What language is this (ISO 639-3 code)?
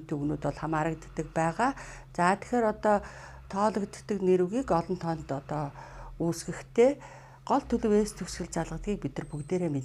mon